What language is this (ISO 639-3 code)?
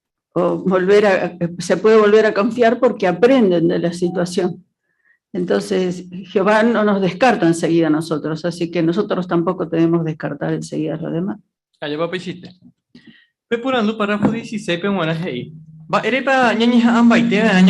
grn